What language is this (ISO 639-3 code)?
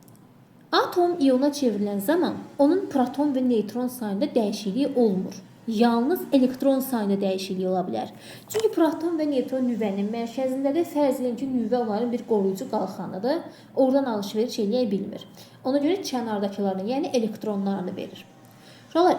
aze